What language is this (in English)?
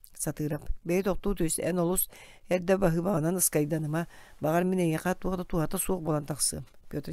Yakut